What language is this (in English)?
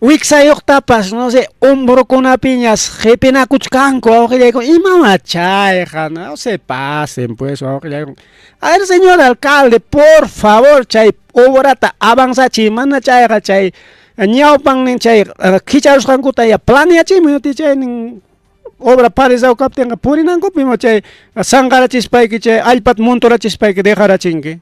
Ayacucho Quechua